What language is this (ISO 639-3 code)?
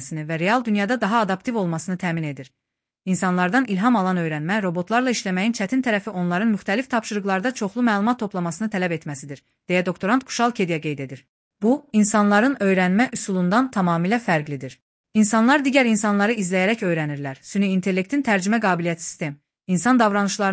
aze